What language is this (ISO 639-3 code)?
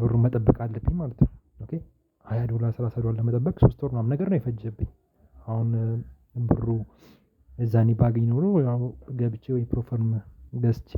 amh